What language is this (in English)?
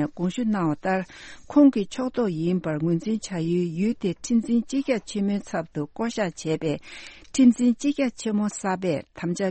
Tibetan